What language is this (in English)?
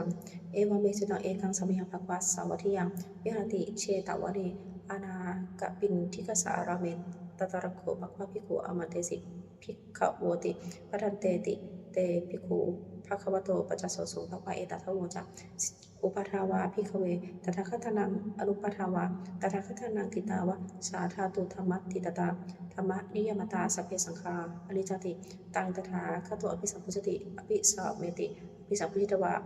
Pali